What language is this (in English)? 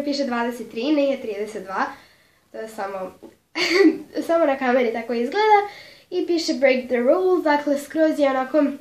Serbian